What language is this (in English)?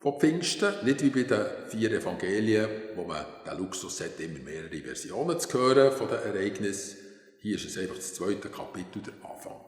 Swiss German